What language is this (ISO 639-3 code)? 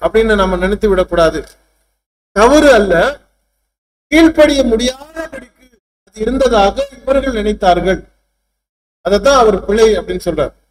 tam